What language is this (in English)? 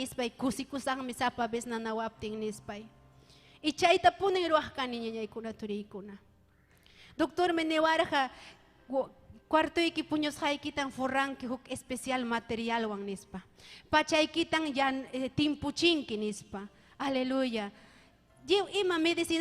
Ayacucho Quechua